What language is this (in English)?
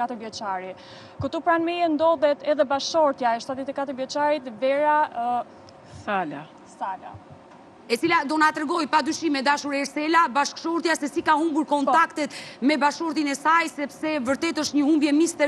Albanian